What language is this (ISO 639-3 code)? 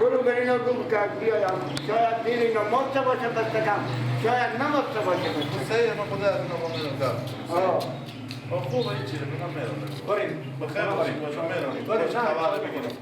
fas